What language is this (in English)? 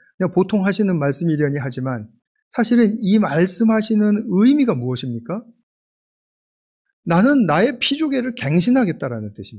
Korean